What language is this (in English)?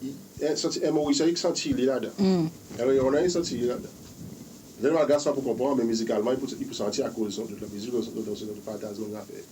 Seselwa Creole French